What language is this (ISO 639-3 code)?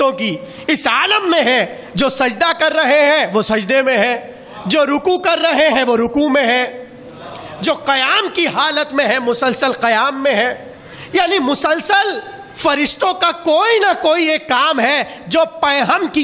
urd